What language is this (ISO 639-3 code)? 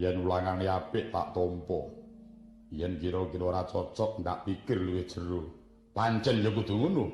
jav